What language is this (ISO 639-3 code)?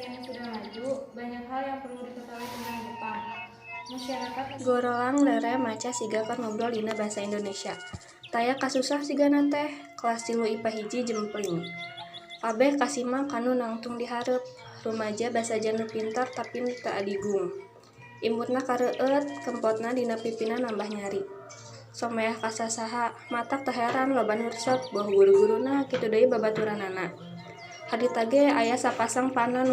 sun